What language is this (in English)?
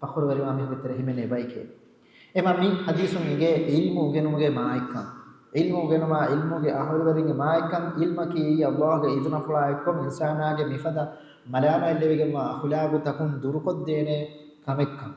Divehi